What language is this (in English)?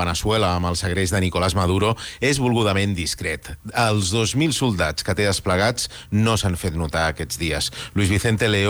Catalan